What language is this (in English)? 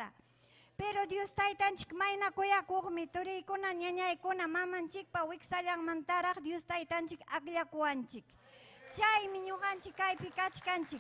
Ayacucho Quechua